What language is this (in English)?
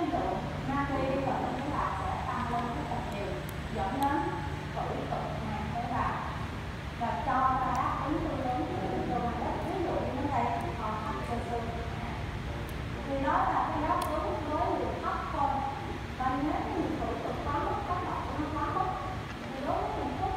Vietnamese